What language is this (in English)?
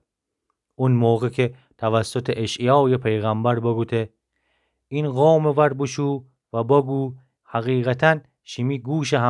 Gilaki